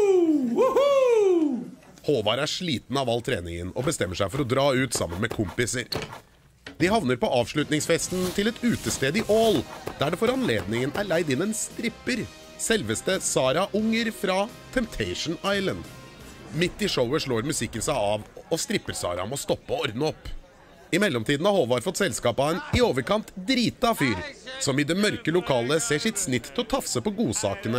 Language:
Norwegian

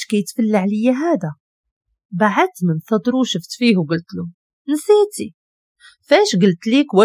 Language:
Moroccan Arabic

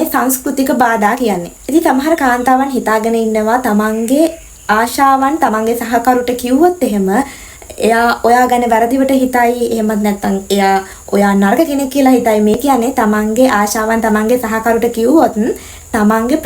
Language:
Sinhala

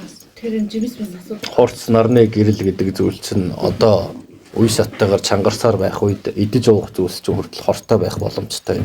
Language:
Mongolian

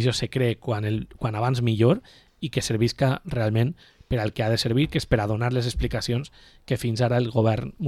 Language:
Catalan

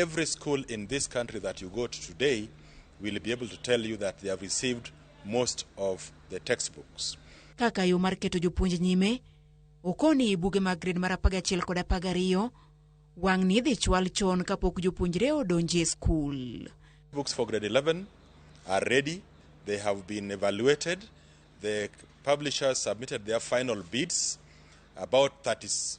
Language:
Luo (Kenya and Tanzania)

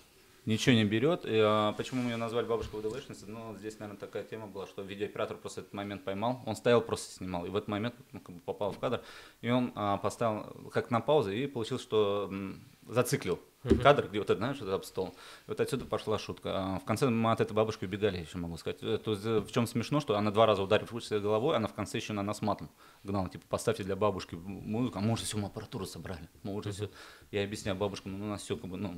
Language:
Russian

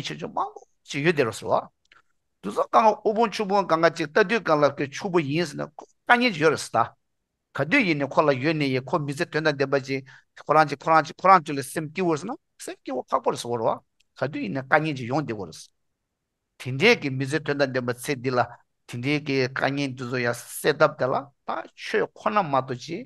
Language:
Tibetan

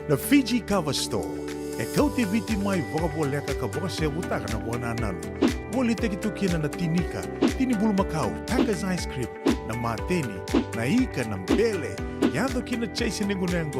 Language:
Fijian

